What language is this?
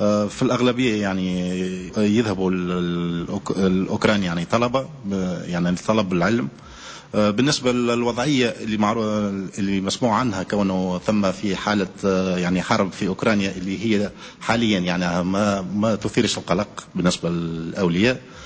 Tunisian Arabic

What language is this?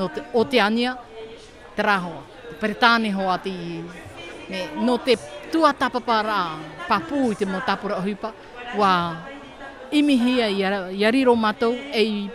Tahitian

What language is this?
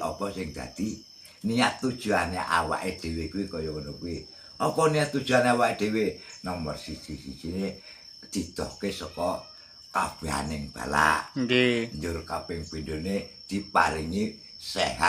Javanese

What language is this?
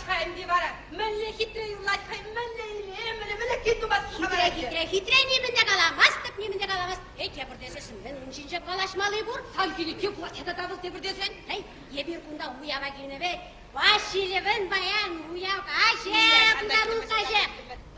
Chuvash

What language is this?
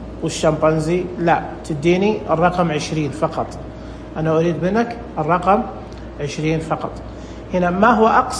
Najdi Arabic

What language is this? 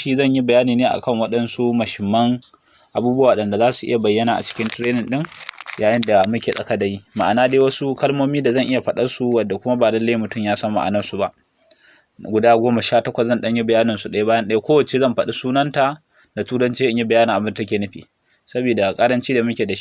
Hausa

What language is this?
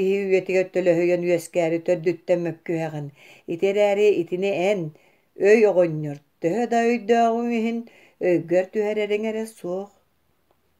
Yakut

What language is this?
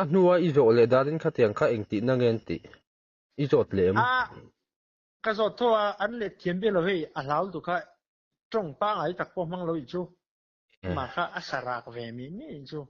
Mizo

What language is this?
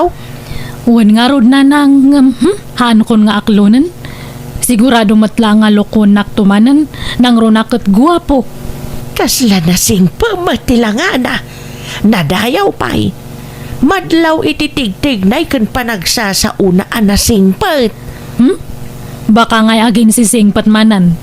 Iloko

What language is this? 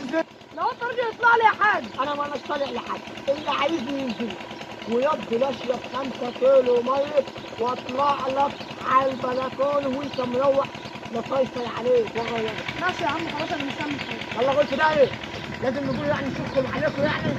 Egyptian Arabic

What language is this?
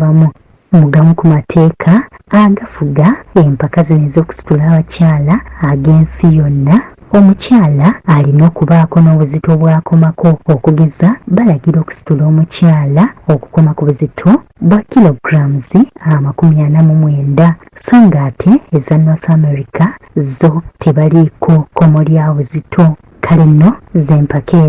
Ganda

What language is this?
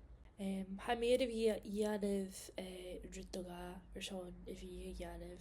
Scottish Gaelic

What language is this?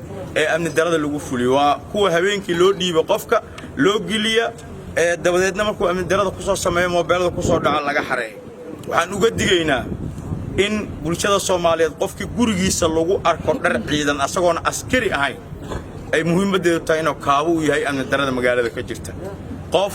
Somali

